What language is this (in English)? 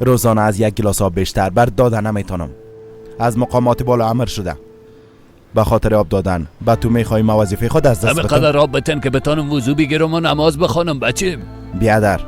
Persian